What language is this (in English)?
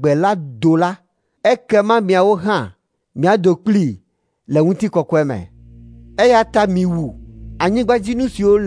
Ewe